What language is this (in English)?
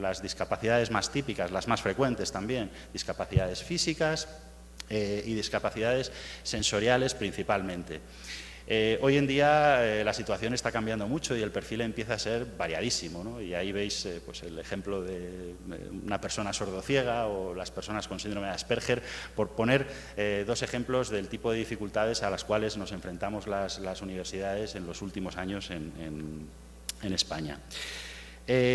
Spanish